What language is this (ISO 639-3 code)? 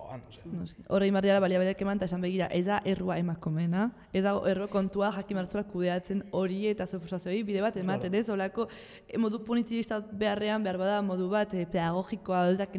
eus